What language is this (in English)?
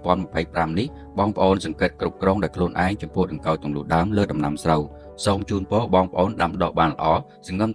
Khmer